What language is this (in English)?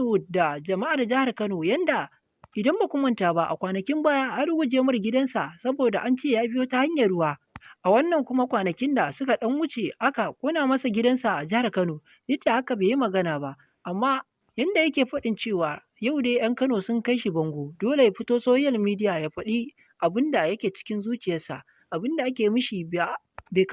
Hausa